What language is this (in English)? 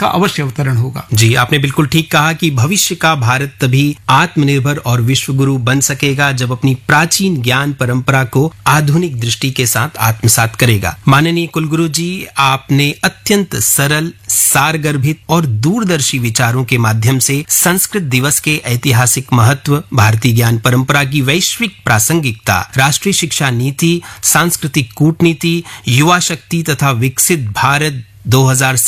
Hindi